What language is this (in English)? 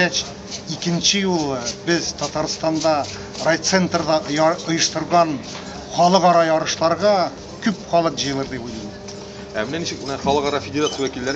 Tatar